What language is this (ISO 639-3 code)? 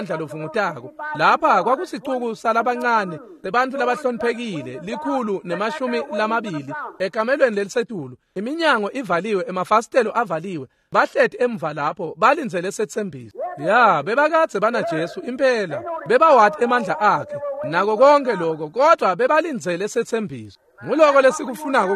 ssw